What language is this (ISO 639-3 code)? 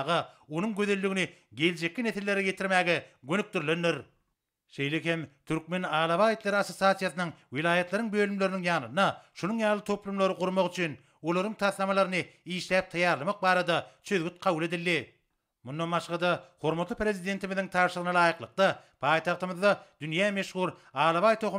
tuk